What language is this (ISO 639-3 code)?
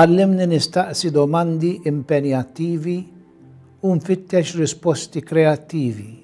mlt